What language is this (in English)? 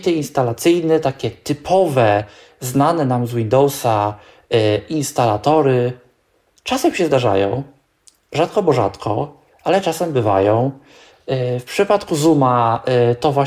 Polish